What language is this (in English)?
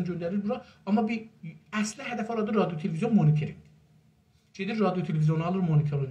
South Azerbaijani